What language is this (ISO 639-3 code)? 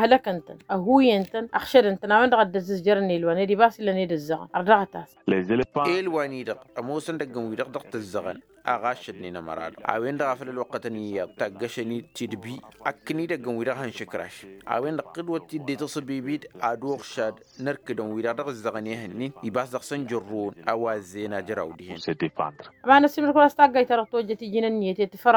taq